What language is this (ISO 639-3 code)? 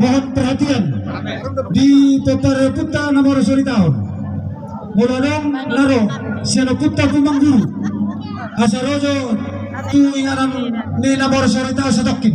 bbc